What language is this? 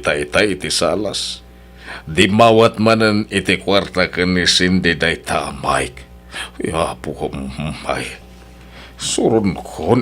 Iloko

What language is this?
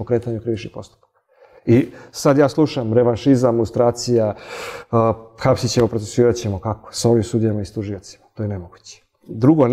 Serbian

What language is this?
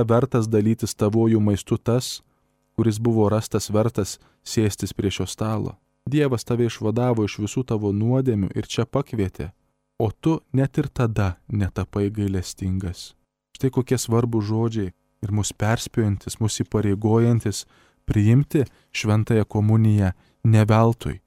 Lithuanian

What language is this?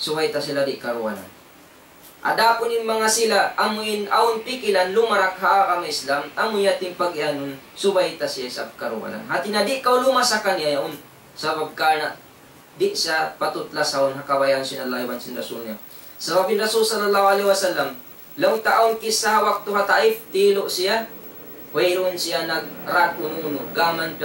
Tausug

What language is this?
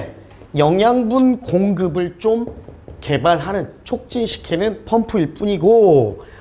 Korean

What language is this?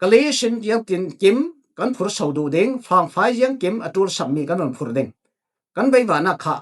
Falam Chin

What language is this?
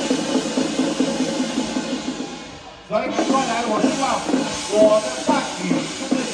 Chinese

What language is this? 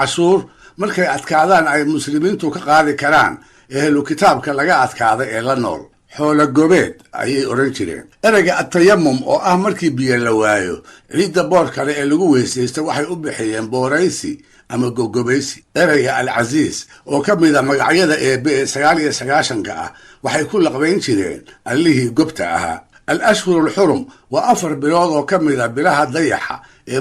Somali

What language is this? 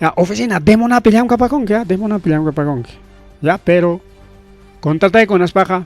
Ayacucho Quechua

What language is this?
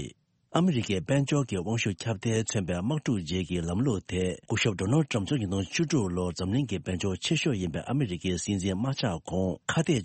Tibetan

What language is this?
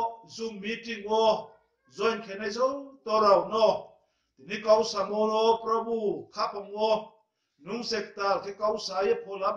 Riang (India)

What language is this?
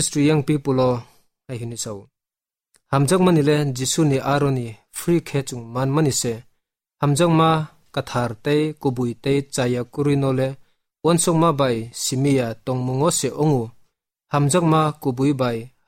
Kok Borok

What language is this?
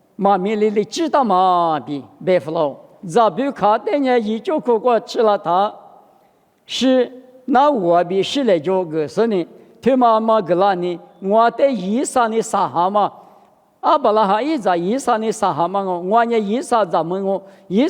Lisu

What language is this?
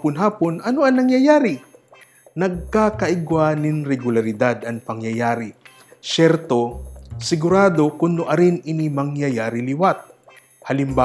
Bikol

